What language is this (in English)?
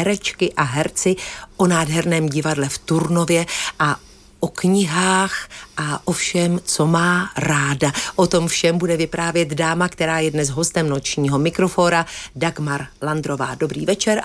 Czech